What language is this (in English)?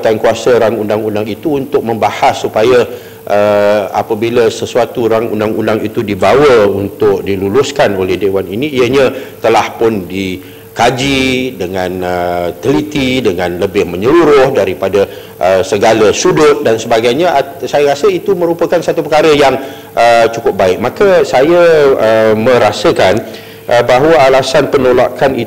Malay